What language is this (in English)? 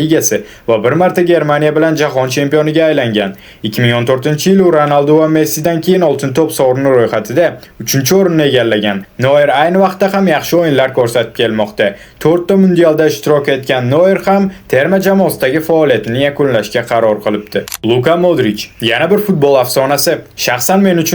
Uzbek